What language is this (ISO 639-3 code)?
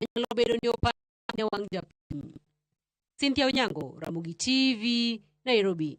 luo